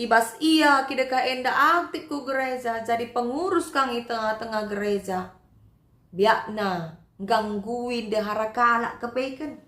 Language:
Batak Karo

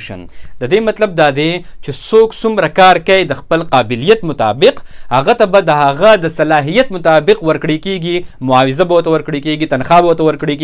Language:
Pashto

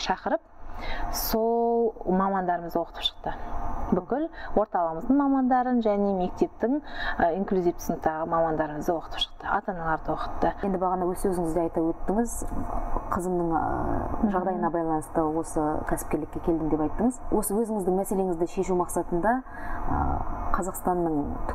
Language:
Kazakh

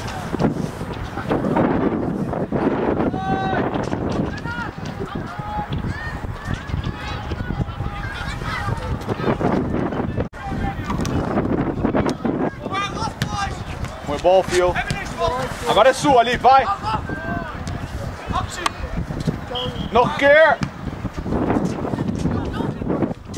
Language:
Dutch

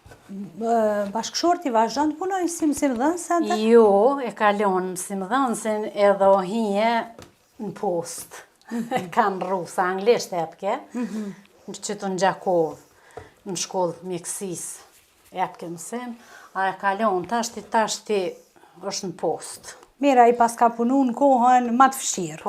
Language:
Albanian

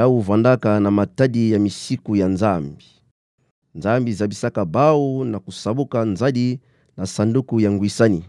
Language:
Kituba (Democratic Republic of Congo)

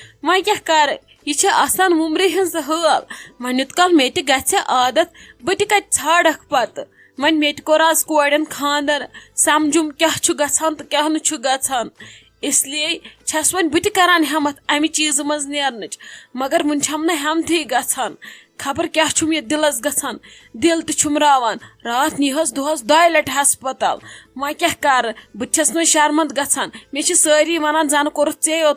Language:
Kashmiri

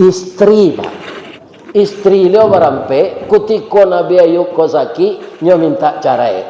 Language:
Minangkabau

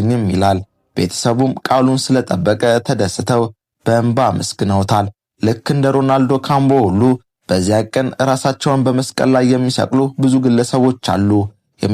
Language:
Amharic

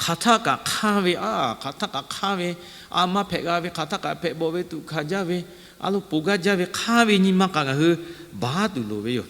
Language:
Lahu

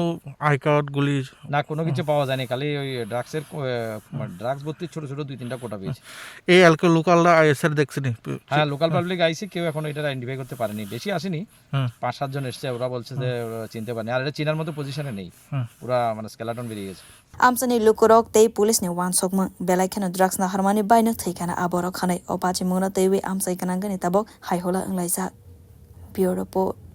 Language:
Kok Borok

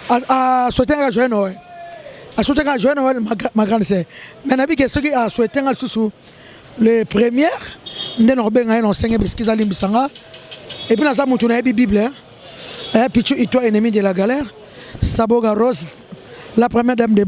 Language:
Lingala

